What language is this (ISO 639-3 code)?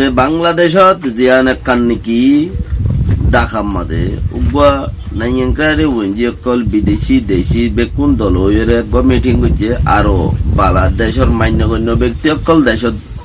rhg